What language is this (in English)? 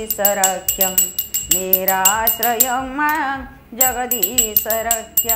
Odia